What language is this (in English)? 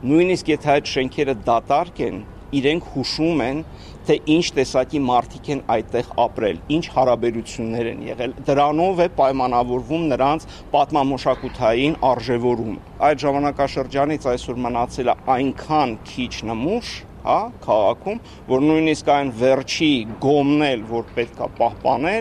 Armenian